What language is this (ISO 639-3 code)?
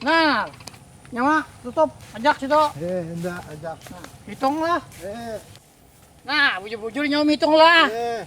bjn